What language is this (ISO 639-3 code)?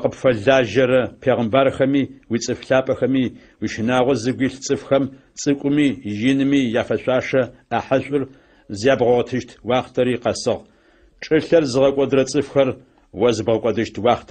ady